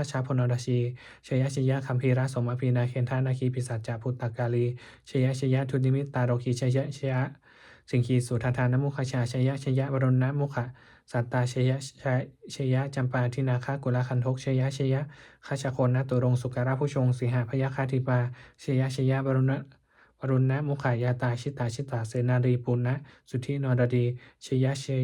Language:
Pali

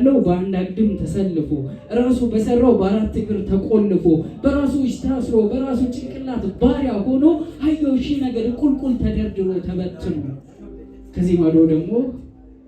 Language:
Amharic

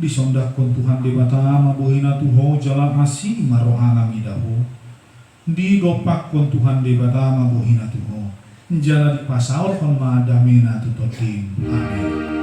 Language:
Batak Toba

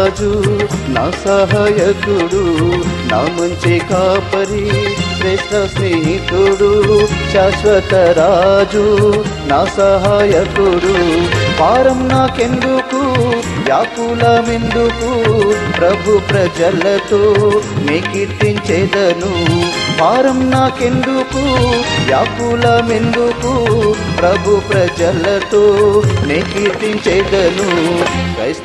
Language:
Telugu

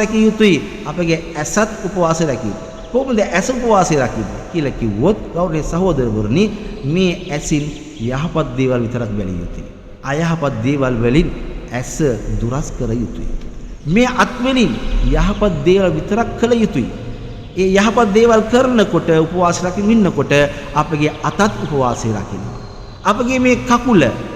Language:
Sinhala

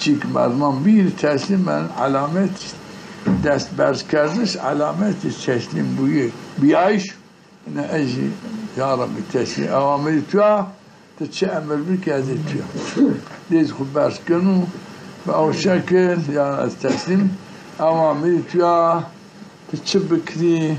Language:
Zaza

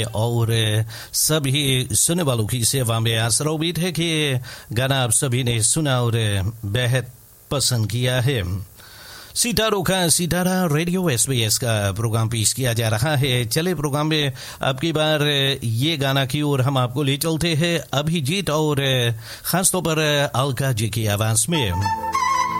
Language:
Hindi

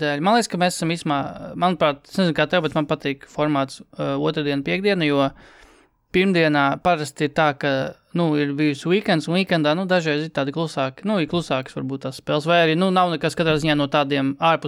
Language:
Latvian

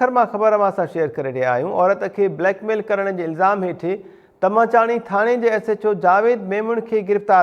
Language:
Sindhi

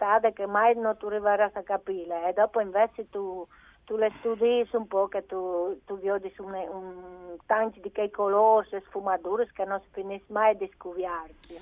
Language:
Friulian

